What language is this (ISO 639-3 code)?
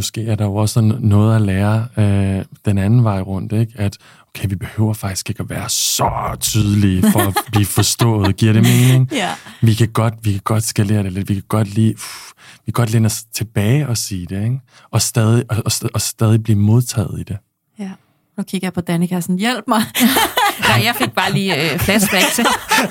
dan